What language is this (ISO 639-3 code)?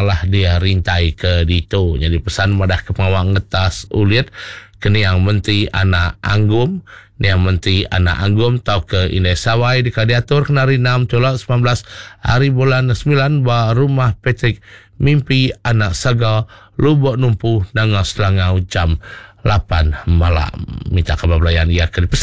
iba